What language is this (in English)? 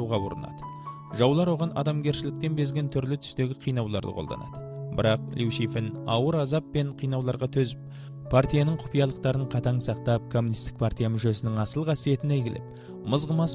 Kazakh